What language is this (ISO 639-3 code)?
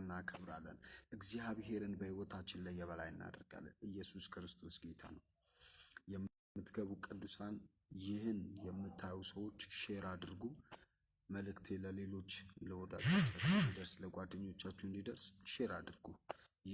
amh